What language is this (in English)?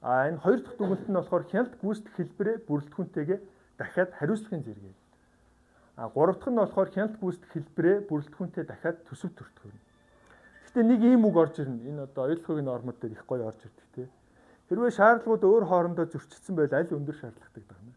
Mongolian